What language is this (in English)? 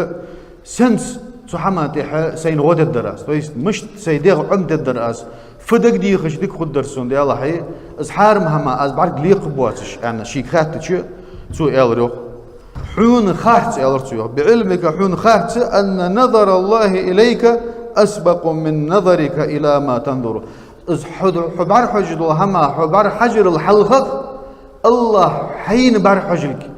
Ingush